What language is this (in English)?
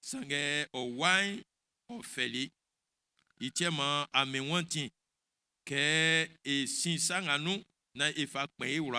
Baoulé